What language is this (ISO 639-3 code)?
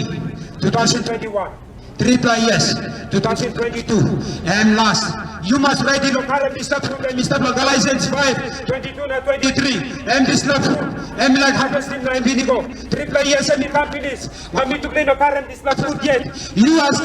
tpi